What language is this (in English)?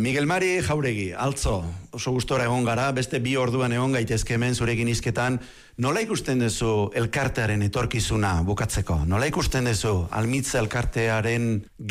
Basque